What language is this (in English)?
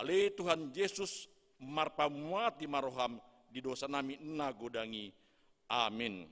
Batak Toba